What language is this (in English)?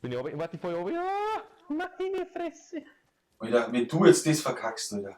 Bavarian